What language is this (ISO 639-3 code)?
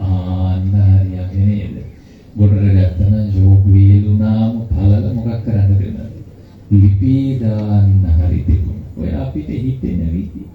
sin